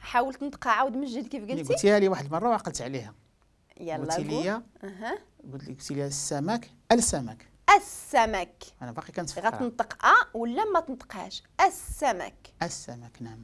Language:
Moroccan Arabic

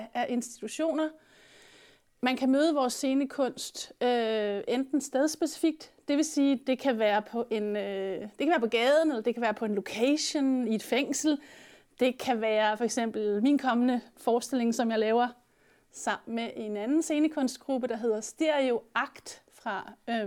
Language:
Danish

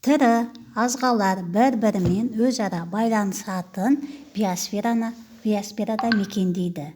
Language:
Kazakh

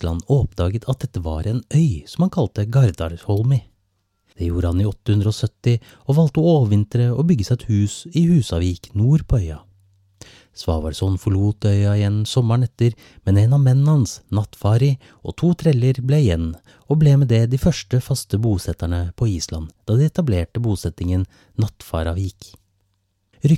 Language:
Norwegian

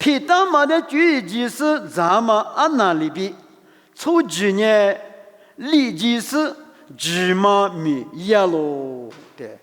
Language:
Lisu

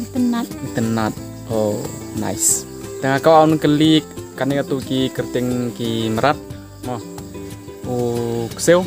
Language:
Khasi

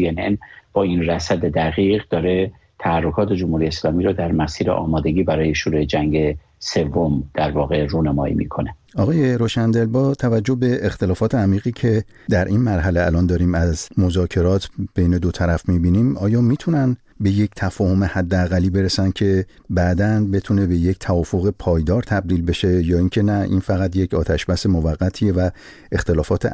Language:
Persian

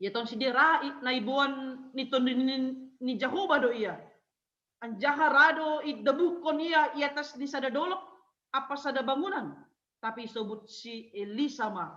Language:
Batak Simalungun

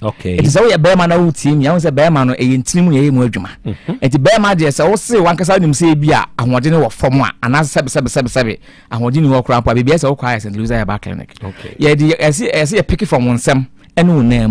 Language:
Akan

